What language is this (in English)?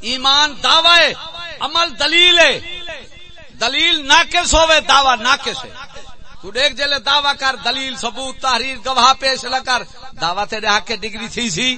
Saraiki